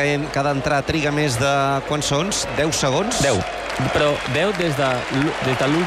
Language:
Catalan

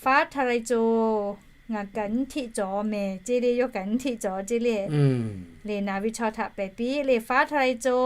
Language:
Lahu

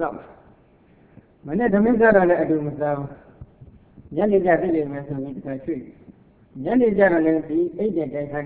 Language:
Burmese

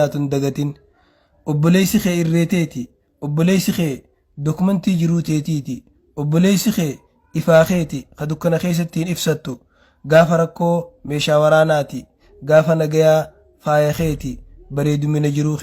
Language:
Oromo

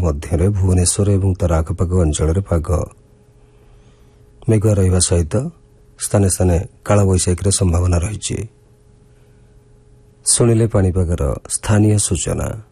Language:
Odia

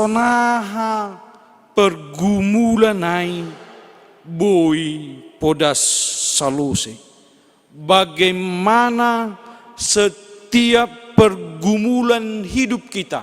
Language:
Batak Simalungun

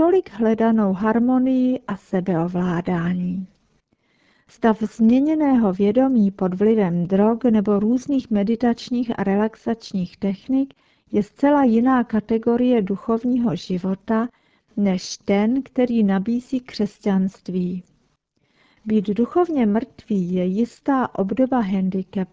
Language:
Czech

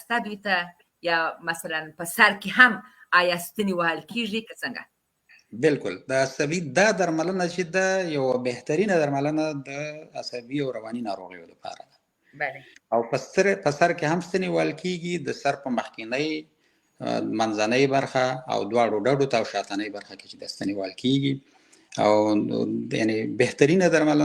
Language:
Pashto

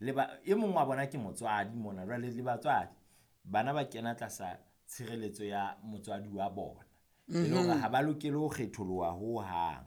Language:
Southern Sotho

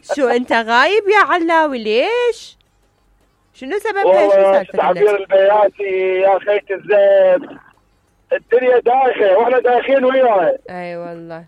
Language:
Mesopotamian Arabic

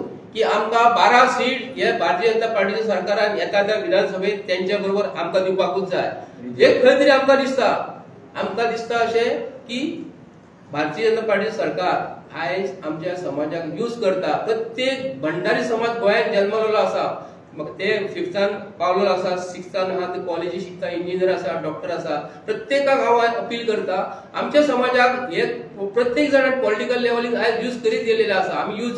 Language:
Konkani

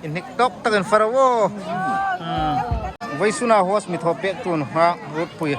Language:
Hmar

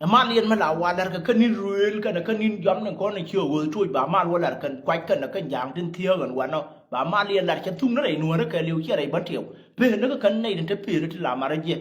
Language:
Nuer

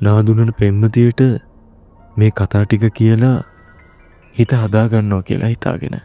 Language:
Sinhala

